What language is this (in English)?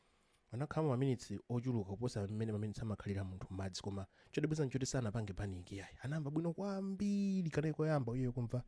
Nyanja